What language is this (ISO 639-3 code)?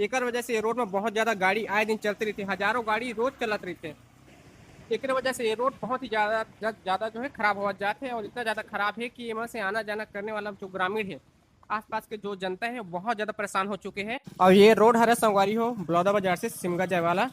hne